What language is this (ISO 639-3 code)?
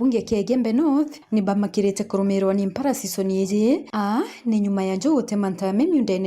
mer